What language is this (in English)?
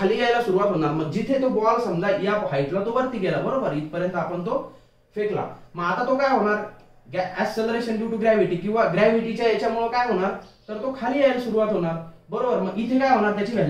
Marathi